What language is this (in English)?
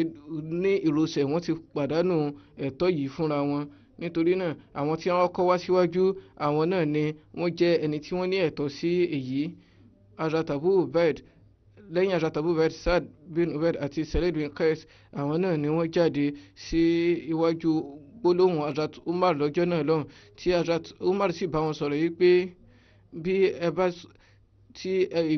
Yoruba